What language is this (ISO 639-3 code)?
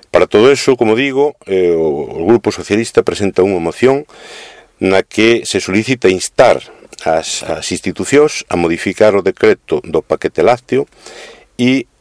glg